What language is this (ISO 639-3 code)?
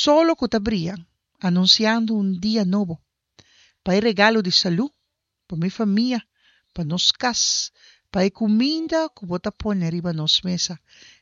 pap